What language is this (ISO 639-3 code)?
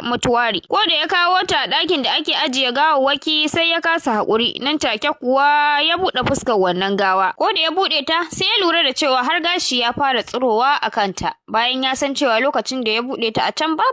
hau